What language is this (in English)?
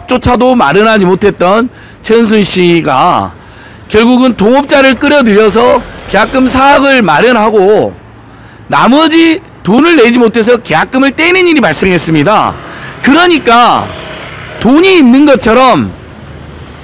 Korean